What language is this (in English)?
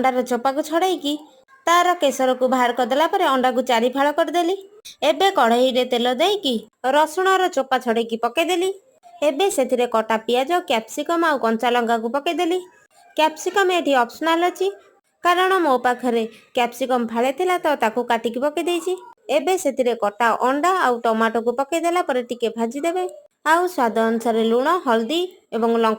Odia